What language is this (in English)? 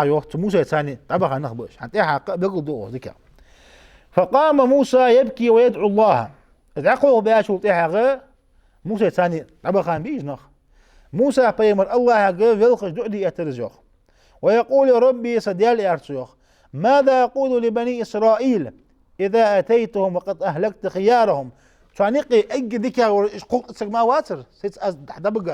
Ingush